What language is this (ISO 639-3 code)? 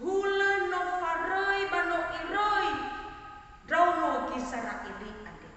nia